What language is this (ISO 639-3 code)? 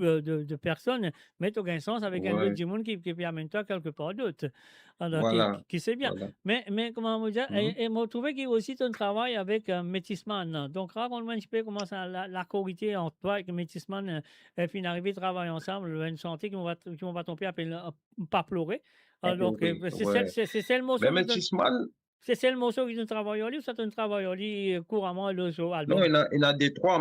mfe